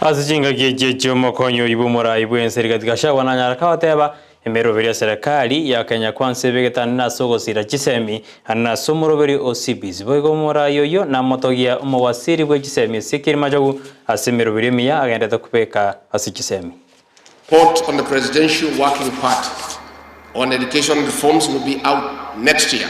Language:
Gusii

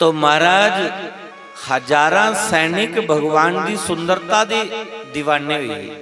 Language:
Dogri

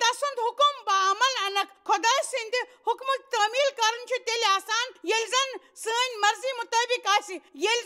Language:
Kashmiri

